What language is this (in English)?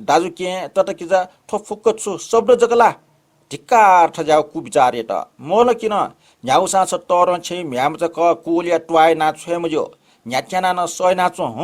Newari